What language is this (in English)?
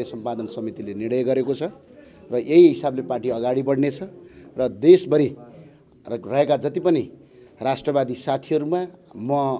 Nepali